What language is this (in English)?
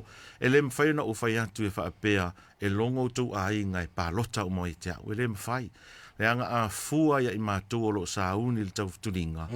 Samoan